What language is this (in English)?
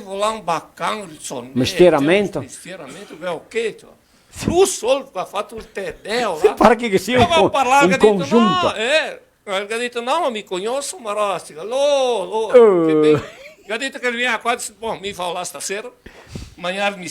Venetian